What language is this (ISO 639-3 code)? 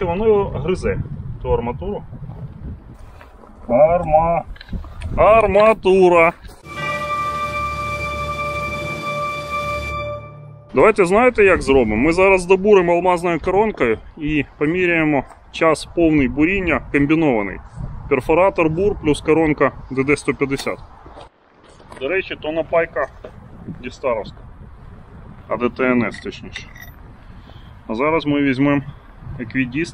ukr